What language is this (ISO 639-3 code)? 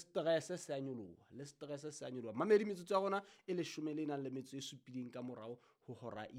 sot